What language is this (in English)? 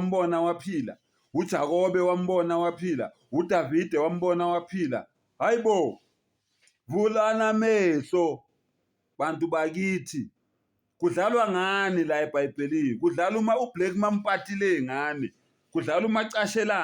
Zulu